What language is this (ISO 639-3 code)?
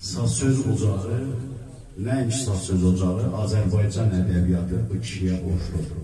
azb